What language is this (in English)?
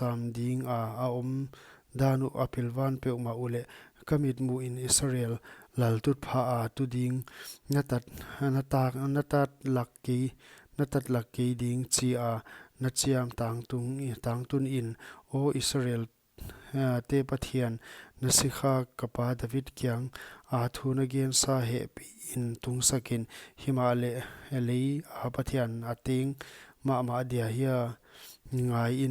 Paite Chin